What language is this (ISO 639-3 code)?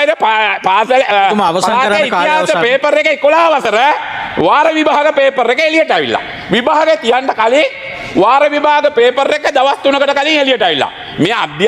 sin